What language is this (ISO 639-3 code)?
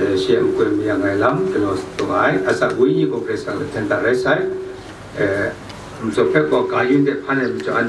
kac